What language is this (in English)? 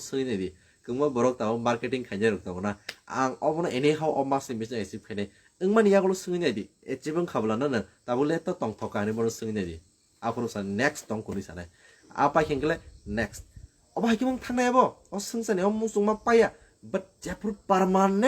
Kok Borok